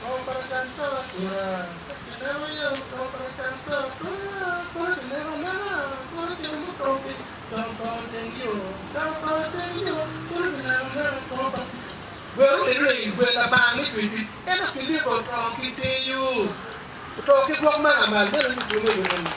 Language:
Acoli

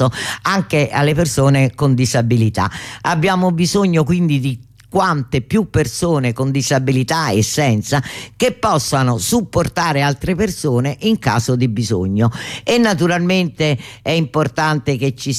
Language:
Italian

